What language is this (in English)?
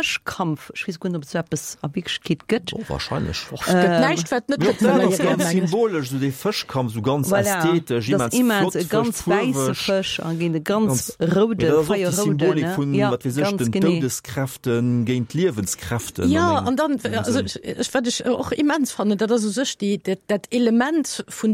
Luxembourgish